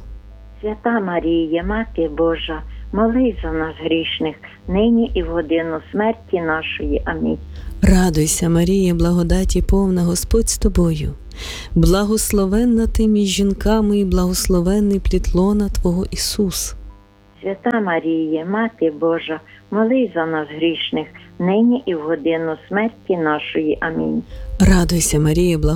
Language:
Ukrainian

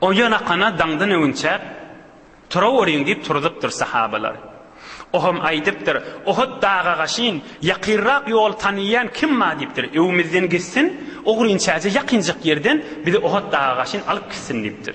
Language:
Turkmen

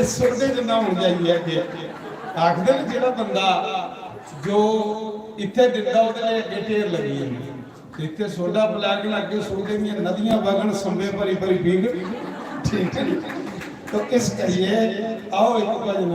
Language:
Dogri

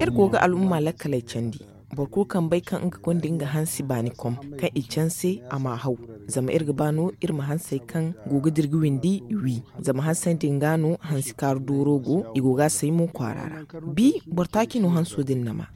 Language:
Zarma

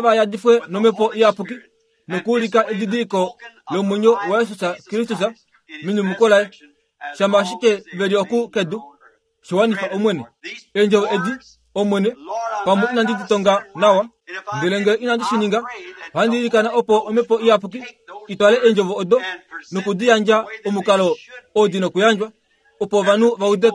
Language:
Kuanyama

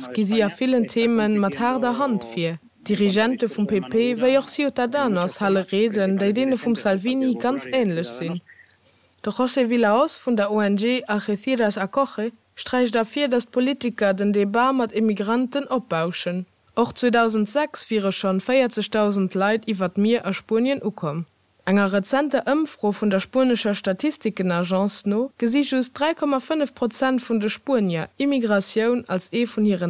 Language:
Luxembourgish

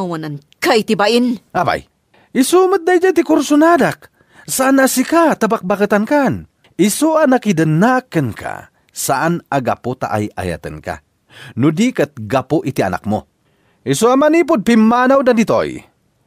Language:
Iloko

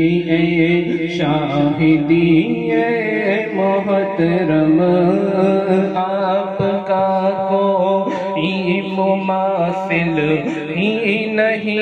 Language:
Urdu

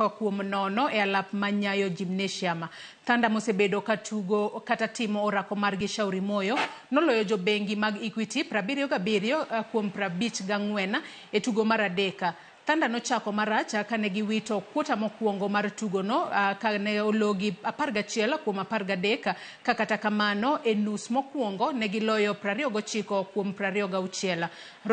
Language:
Luo (Kenya and Tanzania)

